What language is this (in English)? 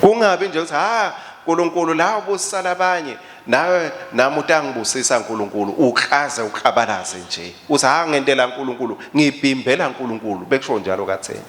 Swati